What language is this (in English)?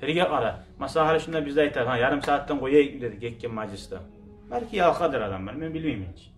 Kumyk